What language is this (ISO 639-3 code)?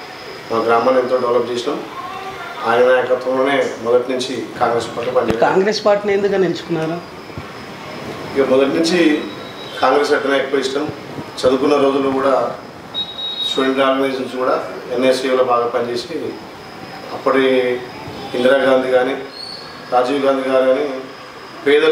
tel